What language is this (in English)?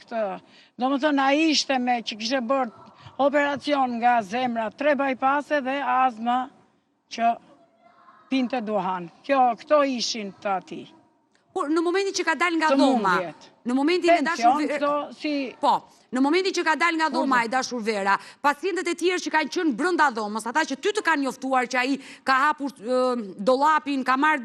Albanian